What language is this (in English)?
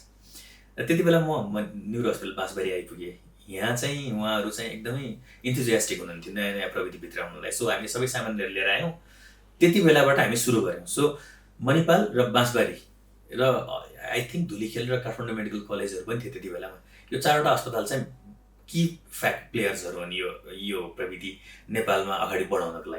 Nepali